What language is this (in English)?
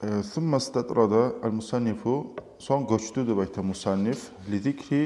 Kumyk